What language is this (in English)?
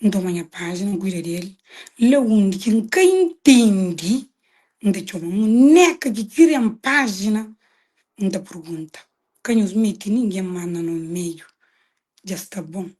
Kabuverdianu